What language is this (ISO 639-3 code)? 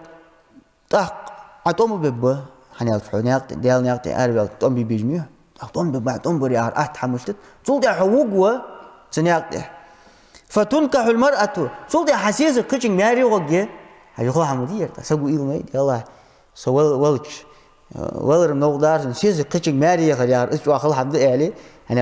inh